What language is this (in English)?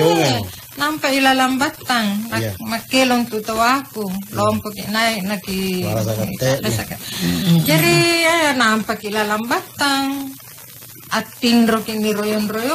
Makasar